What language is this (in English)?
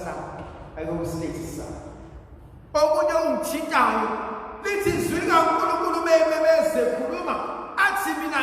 Zulu